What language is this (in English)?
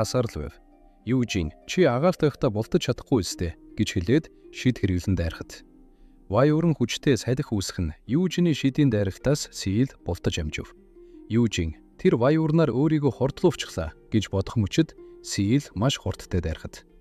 Mongolian